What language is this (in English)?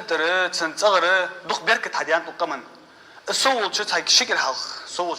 Ingush